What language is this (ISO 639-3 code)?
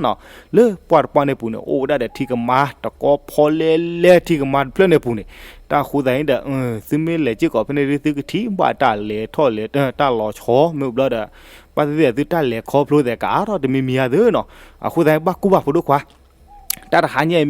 ksw